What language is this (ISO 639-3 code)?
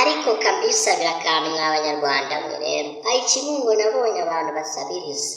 kin